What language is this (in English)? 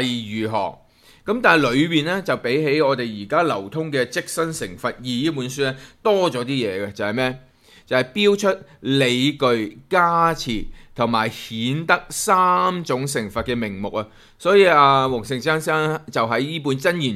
Cantonese